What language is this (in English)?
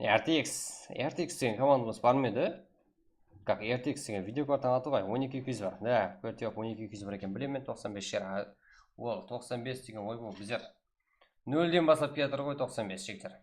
Kara-Kalpak